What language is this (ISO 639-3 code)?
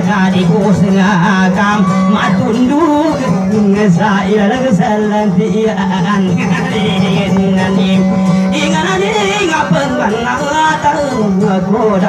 ind